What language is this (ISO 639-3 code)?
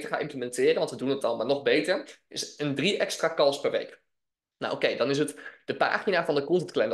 nld